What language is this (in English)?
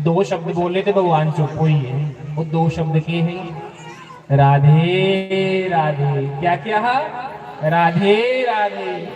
Dogri